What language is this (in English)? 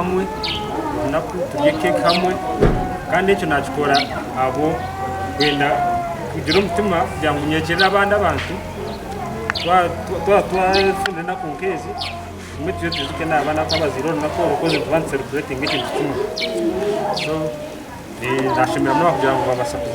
Nyankole